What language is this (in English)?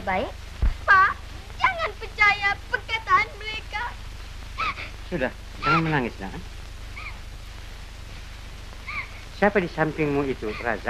Malay